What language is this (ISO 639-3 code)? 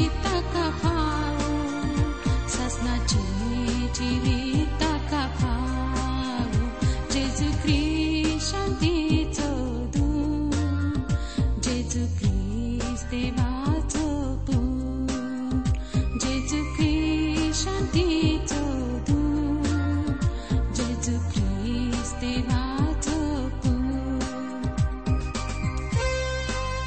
kok